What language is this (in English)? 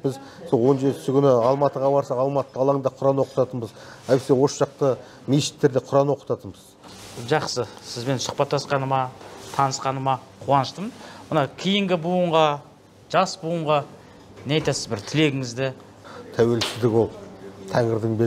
Kazakh